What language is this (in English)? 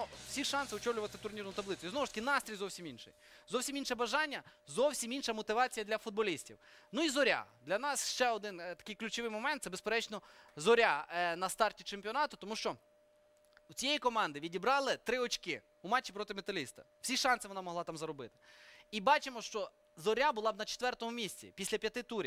Ukrainian